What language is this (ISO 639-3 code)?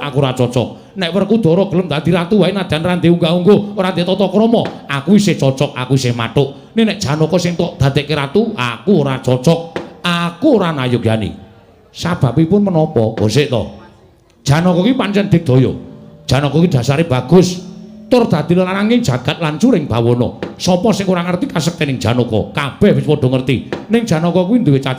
jav